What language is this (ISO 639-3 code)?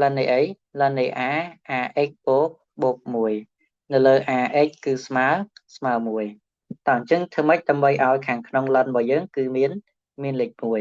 khm